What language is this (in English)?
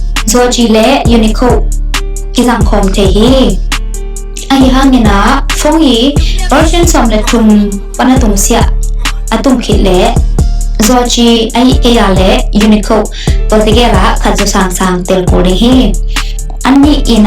Tedim Chin